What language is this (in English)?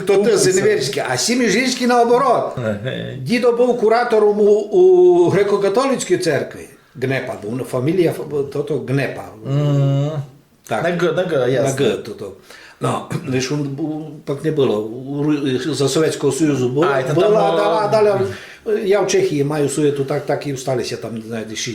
Rusyn